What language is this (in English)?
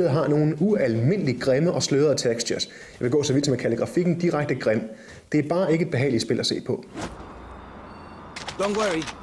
Danish